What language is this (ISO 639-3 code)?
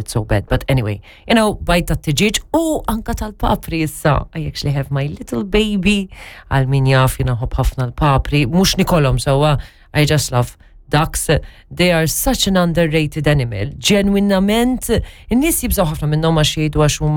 mlt